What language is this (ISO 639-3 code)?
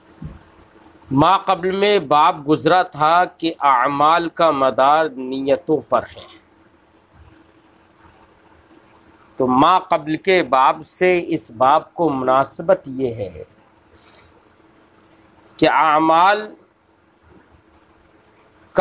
urd